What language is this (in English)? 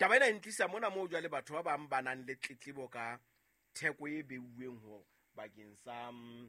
Southern Sotho